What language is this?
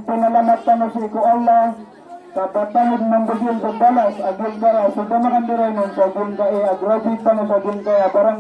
Maranao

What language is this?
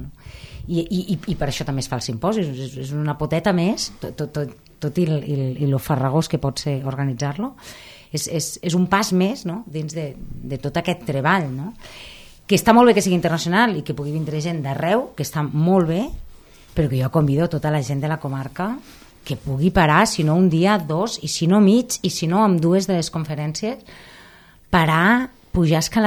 Catalan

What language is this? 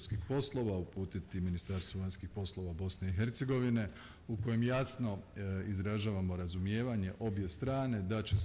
Bosnian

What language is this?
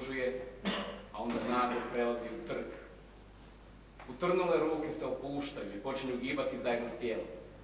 Croatian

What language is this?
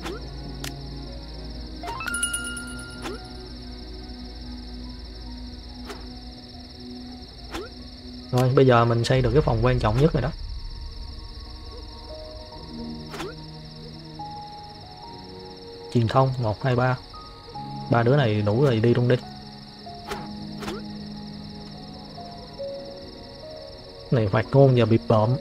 Vietnamese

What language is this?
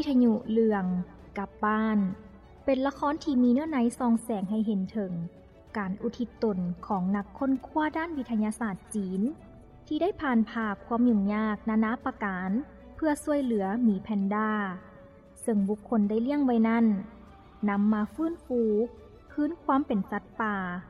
Lao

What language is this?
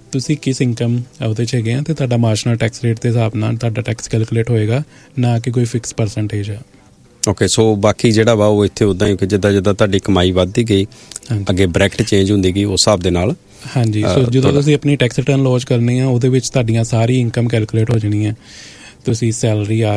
Punjabi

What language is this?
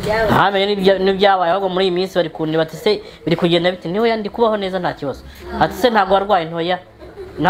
Kinyarwanda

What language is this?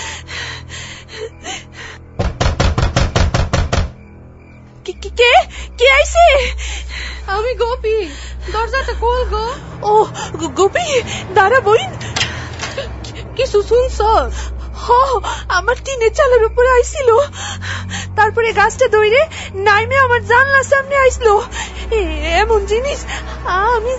Bangla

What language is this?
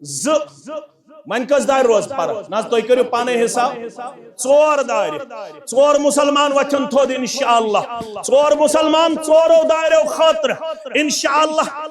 Kashmiri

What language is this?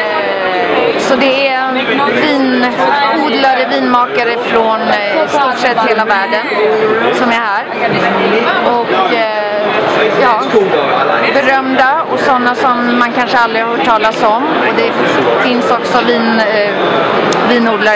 Swedish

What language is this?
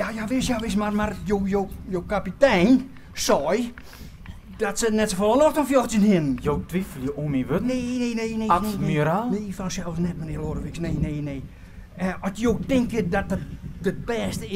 Western Frisian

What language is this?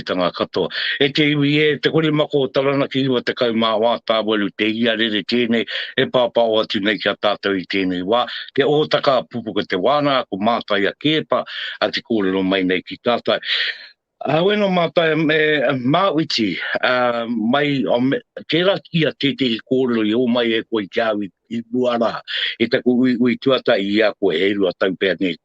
Māori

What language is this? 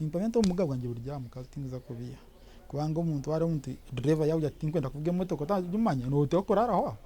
Nyankole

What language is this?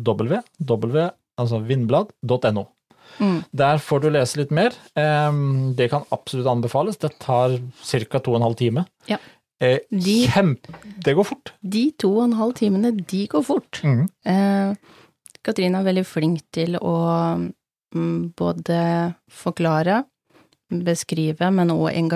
Norwegian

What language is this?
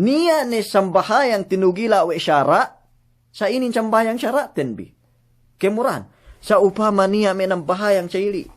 Yakan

